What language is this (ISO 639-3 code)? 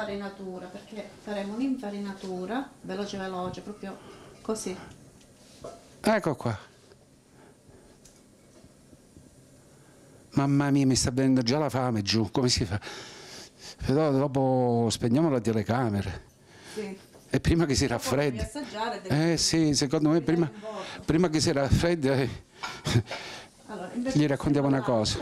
ita